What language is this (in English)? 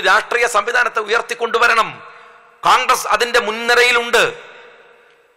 Malayalam